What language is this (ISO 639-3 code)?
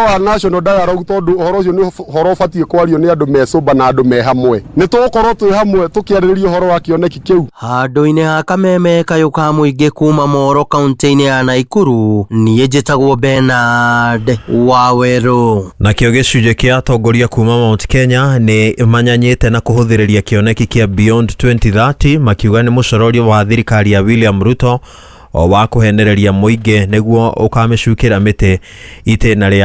kik